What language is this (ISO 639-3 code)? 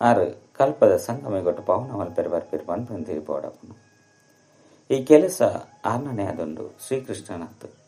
tcy